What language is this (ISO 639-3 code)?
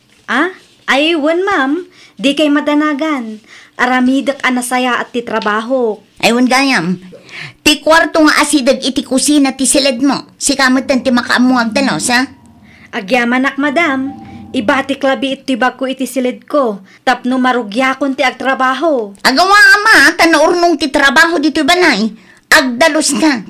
ilo